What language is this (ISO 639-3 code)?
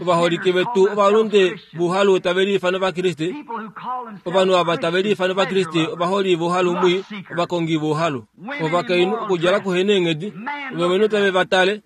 kua